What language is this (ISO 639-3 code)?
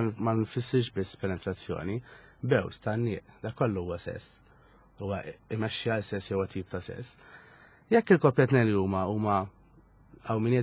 mlt